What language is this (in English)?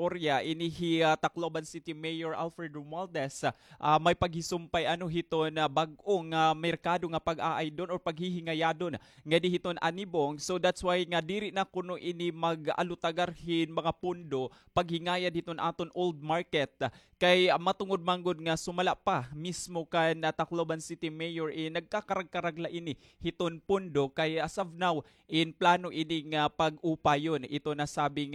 Waray